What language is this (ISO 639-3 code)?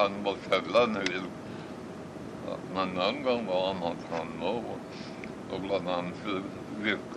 swe